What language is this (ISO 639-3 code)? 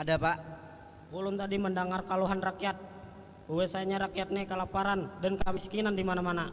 bjn